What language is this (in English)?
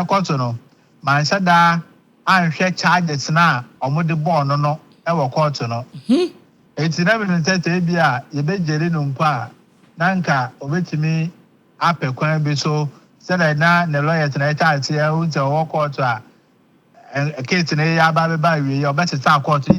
Akan